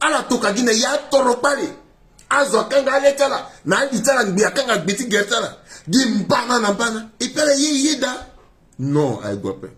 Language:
Sango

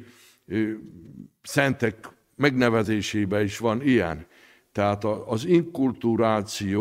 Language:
Hungarian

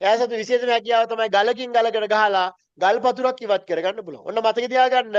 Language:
Sinhala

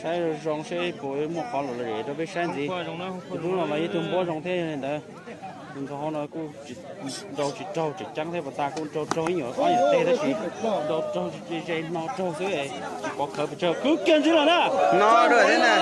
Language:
Hmong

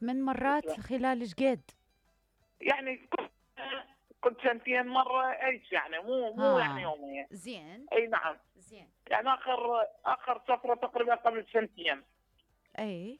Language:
Mesopotamian Arabic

